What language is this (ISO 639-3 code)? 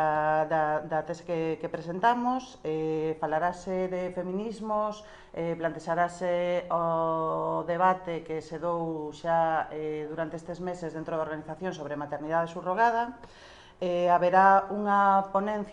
glg